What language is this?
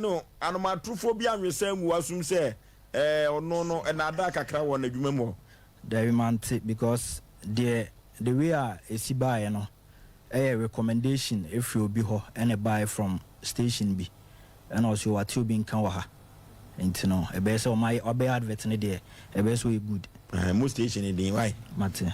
Akan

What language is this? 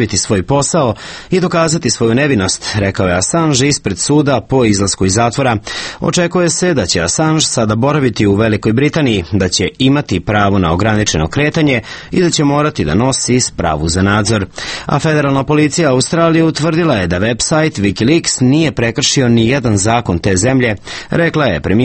Serbian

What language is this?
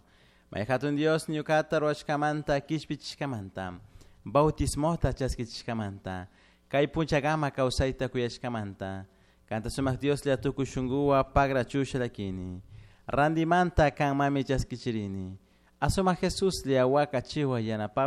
Chimborazo Highland Quichua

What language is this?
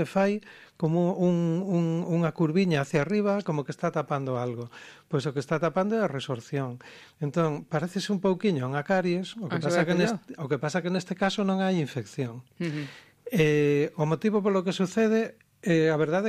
Galician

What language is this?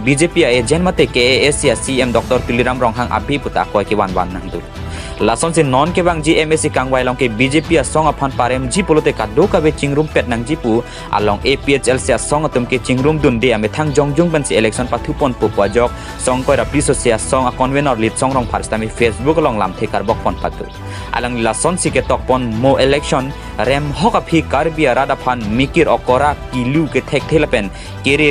Karbi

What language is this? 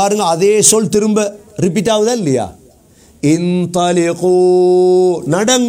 Tamil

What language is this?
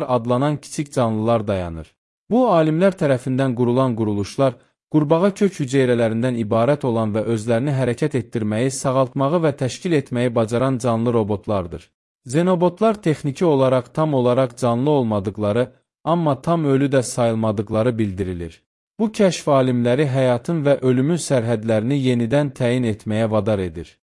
Azerbaijani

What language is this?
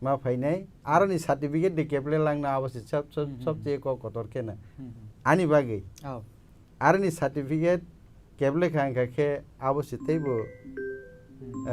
Kok Borok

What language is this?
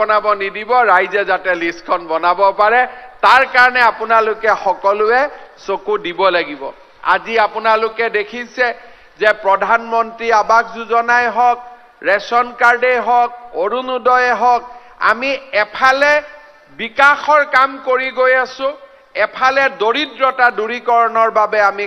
Assamese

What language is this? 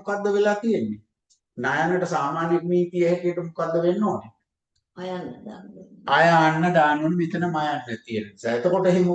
Sinhala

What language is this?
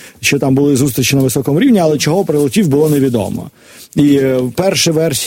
Ukrainian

